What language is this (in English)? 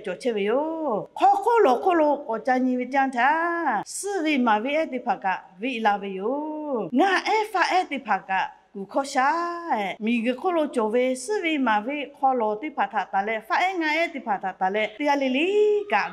Lahu